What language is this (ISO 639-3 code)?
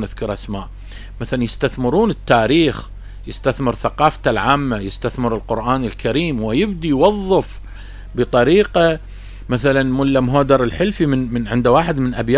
acm